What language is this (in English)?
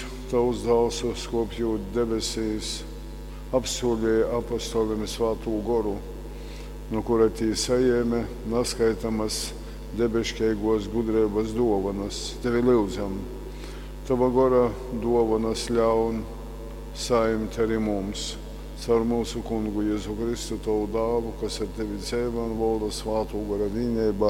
Latgalian